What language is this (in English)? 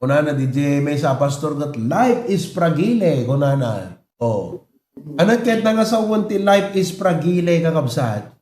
Iloko